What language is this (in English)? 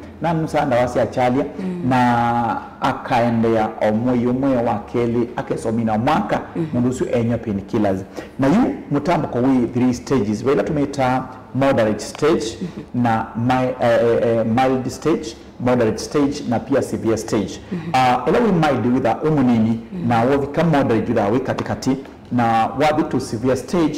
Kamba